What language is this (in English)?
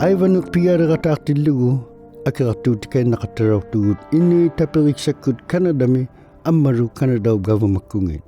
Inuktitut